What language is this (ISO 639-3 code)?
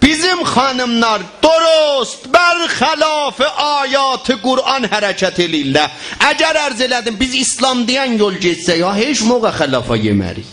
azb